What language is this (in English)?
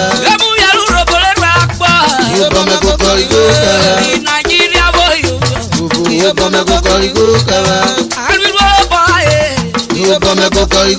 Urhobo